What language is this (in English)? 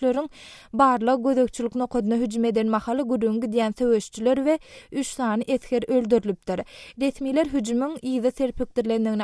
Turkmen